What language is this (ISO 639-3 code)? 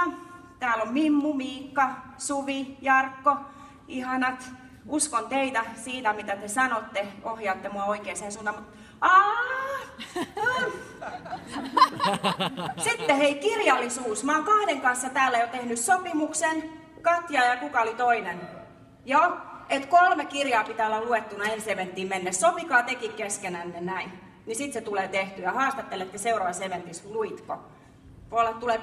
fin